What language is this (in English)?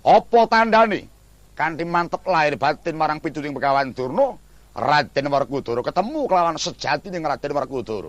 Javanese